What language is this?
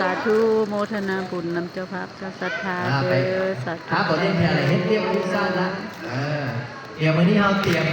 Northeastern Thai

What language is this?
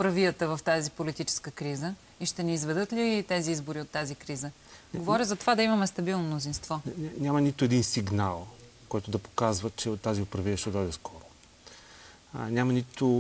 Bulgarian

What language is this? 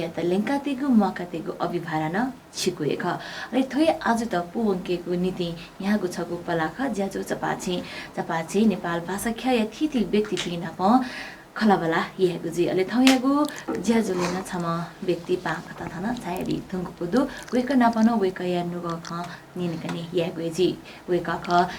Newari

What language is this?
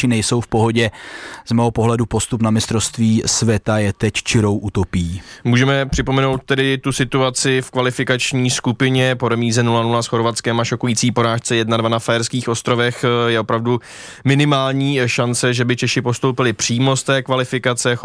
Czech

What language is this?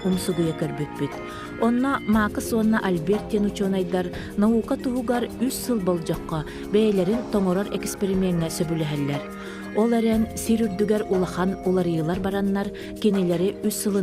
Yakut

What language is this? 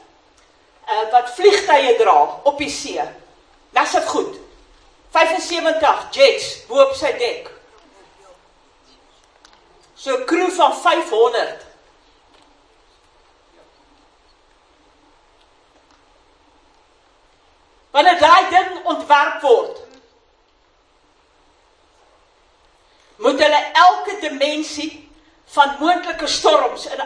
Afrikaans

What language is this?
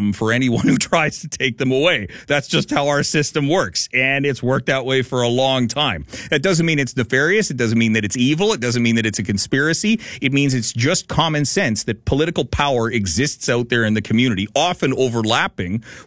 English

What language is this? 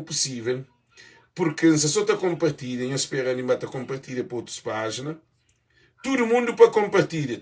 Kabuverdianu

